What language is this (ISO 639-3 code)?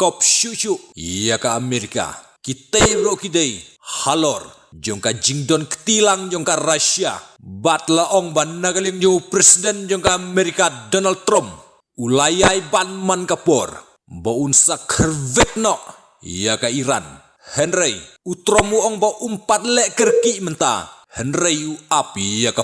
kha